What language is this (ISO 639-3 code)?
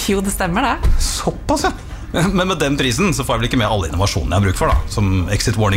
nor